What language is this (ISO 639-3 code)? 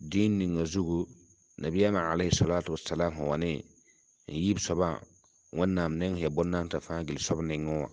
mos